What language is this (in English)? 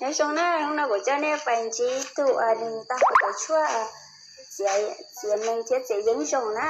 Hmong